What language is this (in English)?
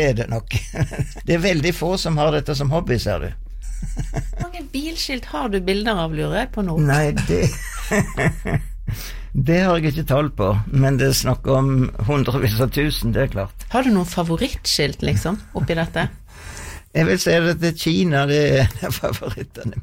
Norwegian